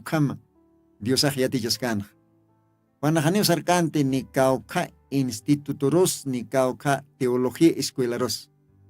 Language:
Aymara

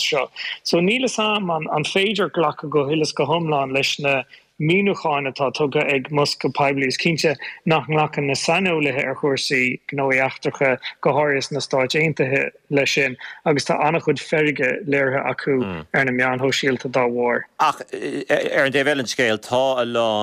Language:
Irish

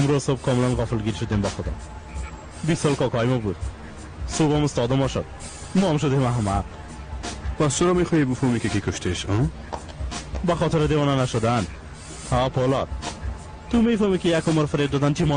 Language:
Persian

